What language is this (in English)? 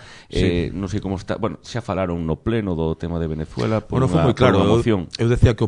Galician